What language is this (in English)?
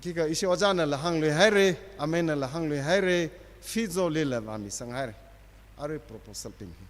Tangkhul Naga (India)